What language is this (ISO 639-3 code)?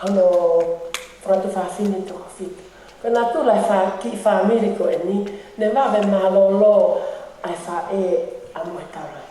ton